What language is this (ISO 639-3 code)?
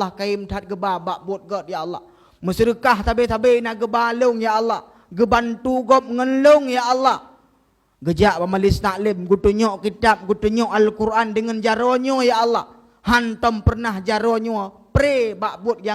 ace